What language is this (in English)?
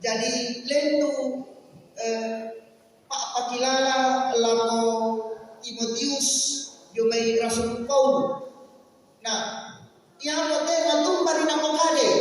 Toraja-Sa'dan